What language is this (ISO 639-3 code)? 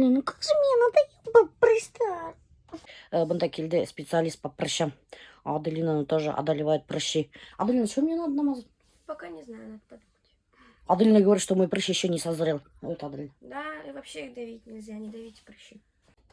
bak